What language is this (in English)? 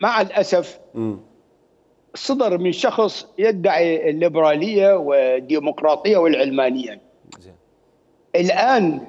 Mesopotamian Arabic